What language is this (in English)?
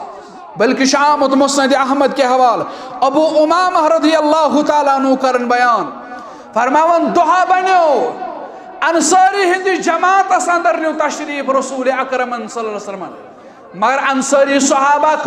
Kashmiri